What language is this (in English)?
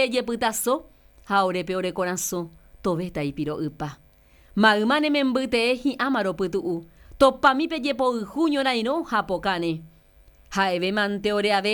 Guarani